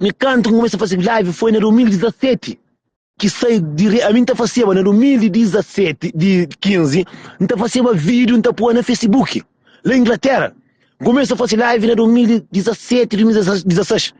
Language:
Kabuverdianu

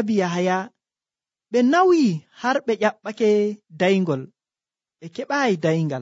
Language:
Nigerian Fulfulde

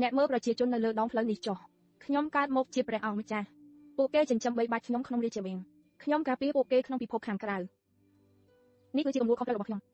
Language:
Khmer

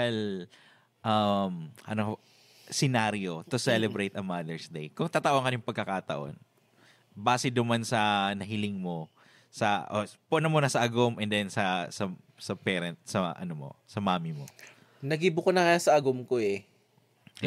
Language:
Bikol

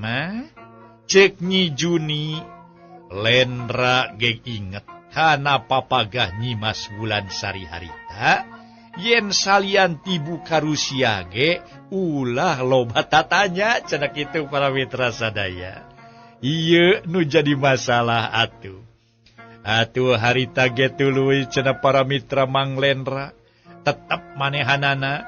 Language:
Sundanese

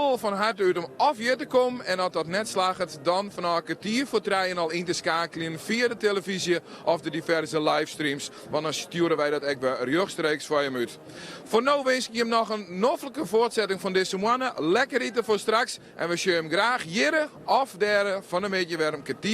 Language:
Western Frisian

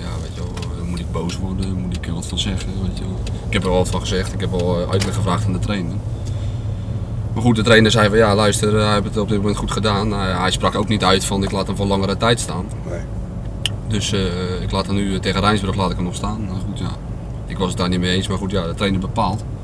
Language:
Dutch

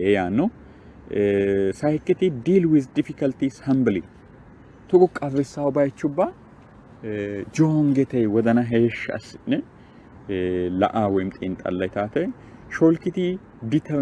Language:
Sidamo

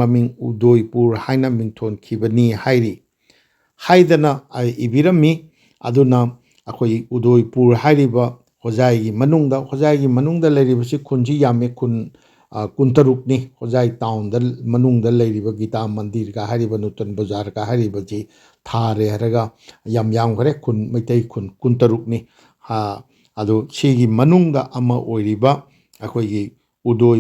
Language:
Manipuri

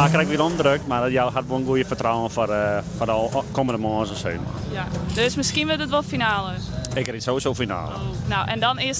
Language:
Western Frisian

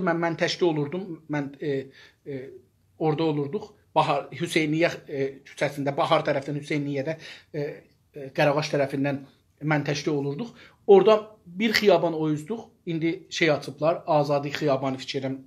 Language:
South Azerbaijani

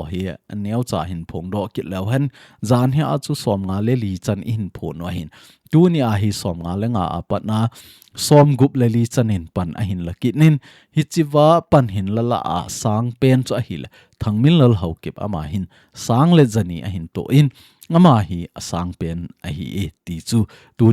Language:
Thado Chin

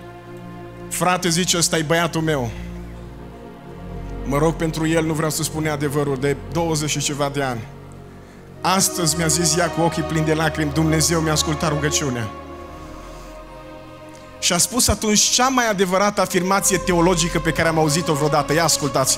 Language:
Romanian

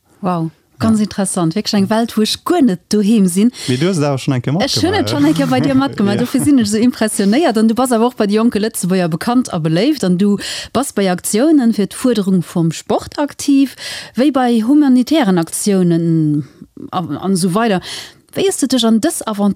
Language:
Luxembourgish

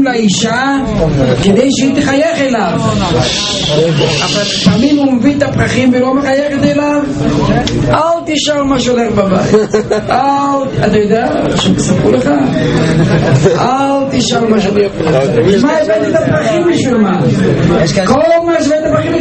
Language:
Hebrew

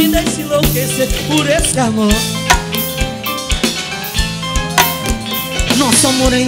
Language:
Portuguese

